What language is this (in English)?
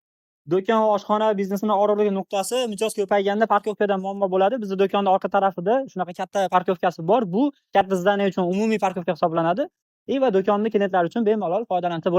Uzbek